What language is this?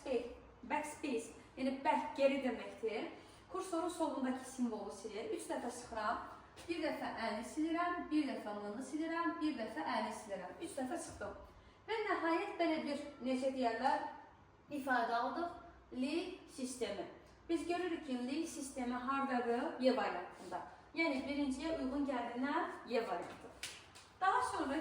Azerbaijani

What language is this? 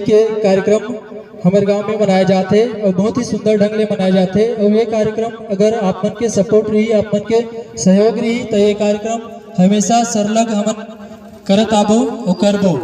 Chhattisgarhi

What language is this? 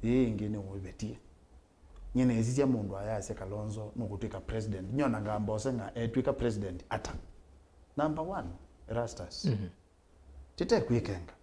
Kamba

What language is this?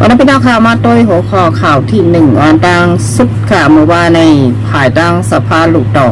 Shan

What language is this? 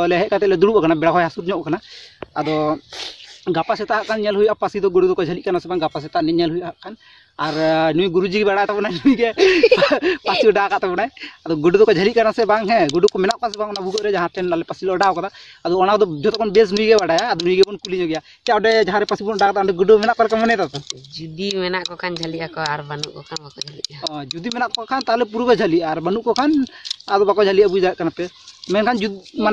Santali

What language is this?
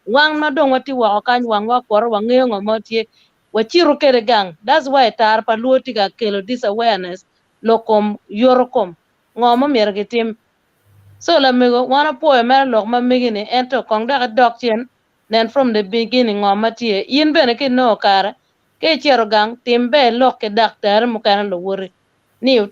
Acoli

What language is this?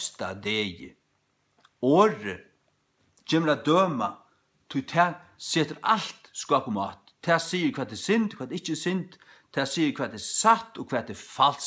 Faroese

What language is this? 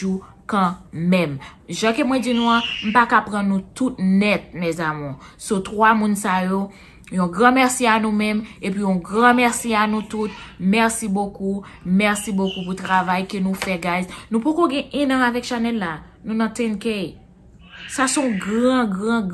Haitian Creole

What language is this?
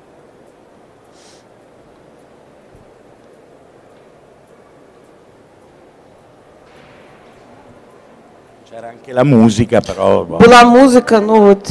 Italian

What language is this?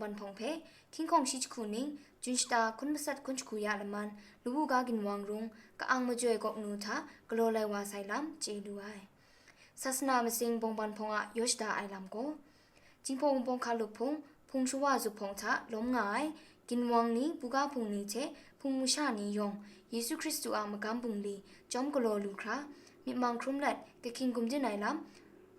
Kachin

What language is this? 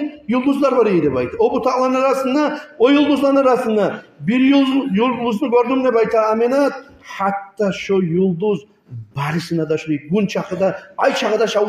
Kumyk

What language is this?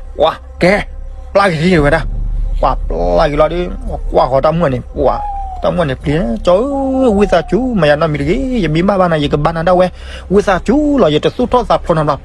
S'gaw Karen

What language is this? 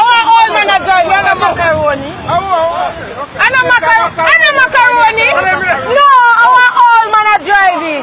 Jamaican Creole English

